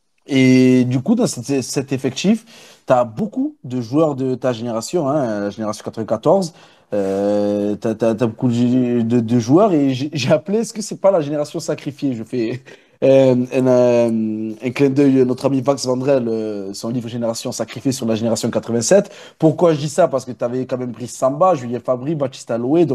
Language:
French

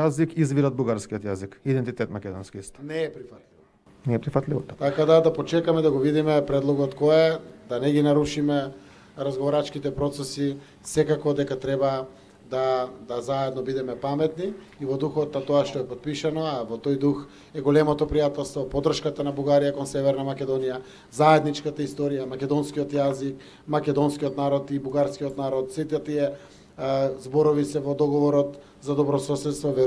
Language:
Macedonian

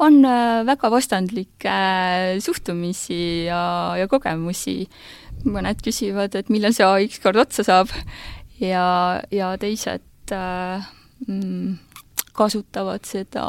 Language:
Estonian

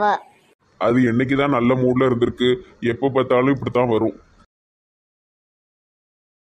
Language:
Tamil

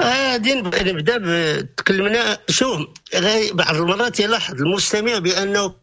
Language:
Moroccan Arabic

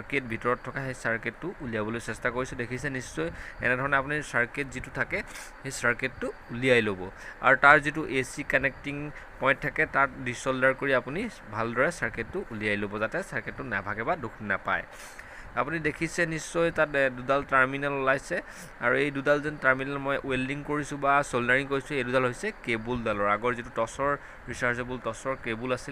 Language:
Assamese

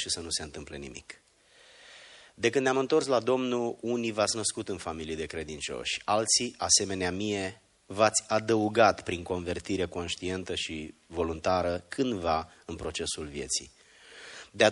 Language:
Romanian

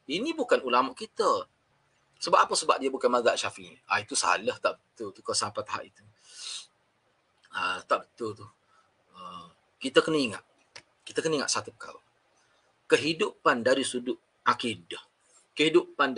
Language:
Malay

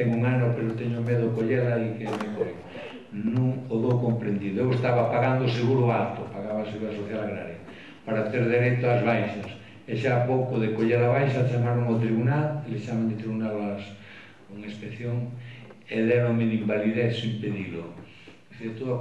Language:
Galician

